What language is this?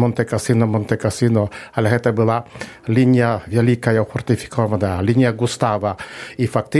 Belarusian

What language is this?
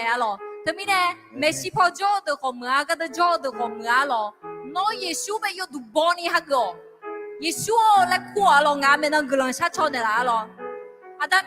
Akha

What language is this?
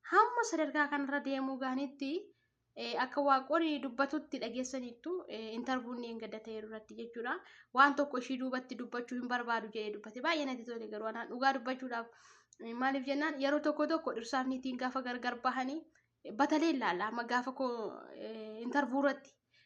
Oromo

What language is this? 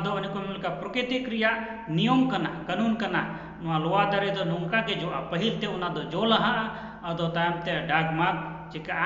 Santali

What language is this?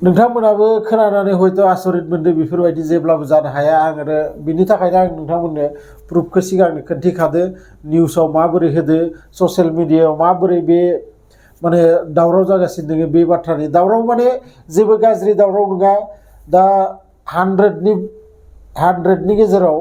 Bodo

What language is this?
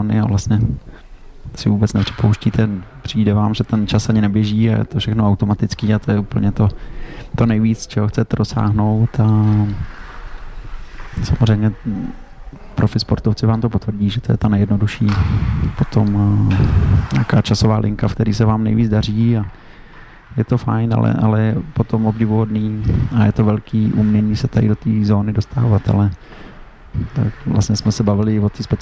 Czech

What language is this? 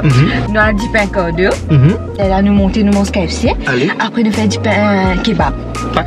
Morisyen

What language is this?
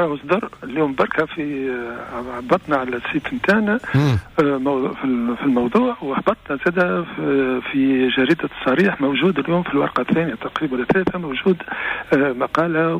Tunisian Arabic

